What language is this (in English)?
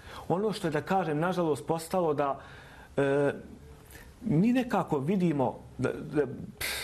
Bosnian